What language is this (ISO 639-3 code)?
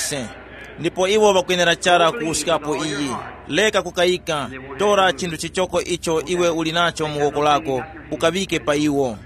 tum